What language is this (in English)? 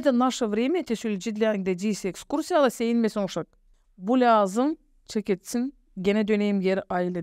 Gagauz